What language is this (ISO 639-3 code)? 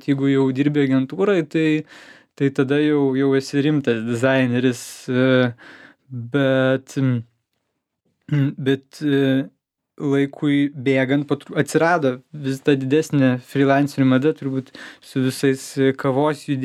lit